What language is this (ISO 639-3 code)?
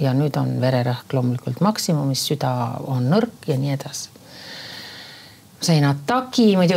est